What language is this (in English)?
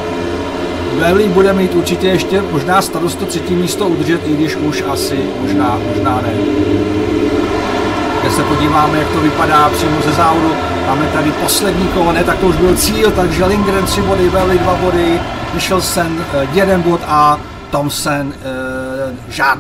Czech